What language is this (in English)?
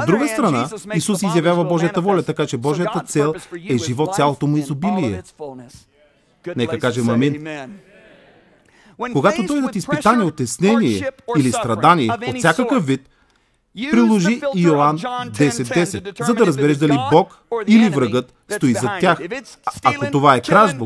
Bulgarian